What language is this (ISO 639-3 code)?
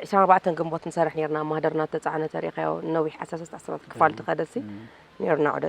tir